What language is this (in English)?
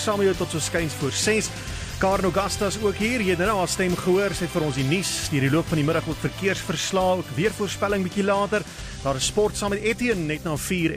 Afrikaans